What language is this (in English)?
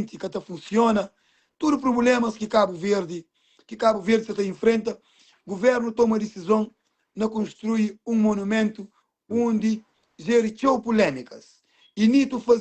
Kabuverdianu